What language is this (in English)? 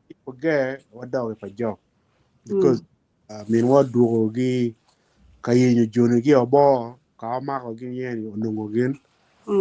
Acoli